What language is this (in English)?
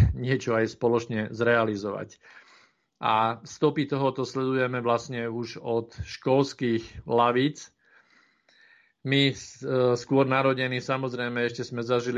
Slovak